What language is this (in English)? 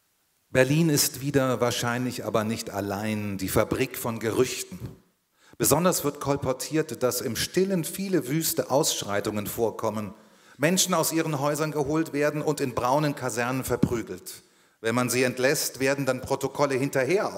German